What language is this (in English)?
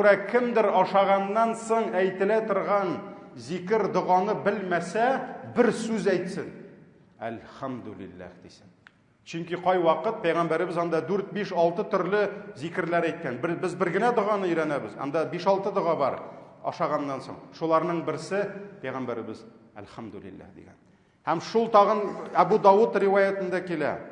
Tatar